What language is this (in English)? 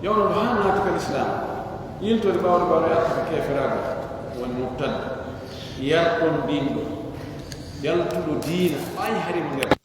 Pular